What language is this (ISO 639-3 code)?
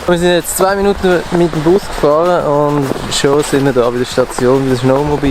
gsw